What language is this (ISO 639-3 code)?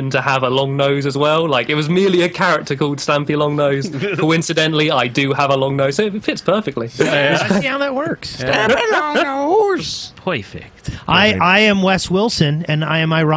eng